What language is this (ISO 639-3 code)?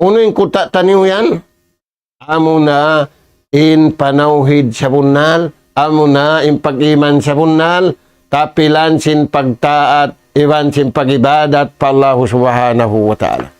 tsg